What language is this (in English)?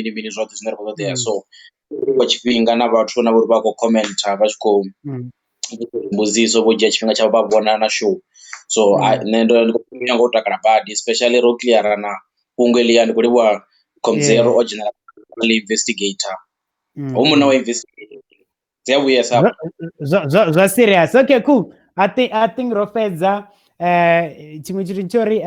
Venda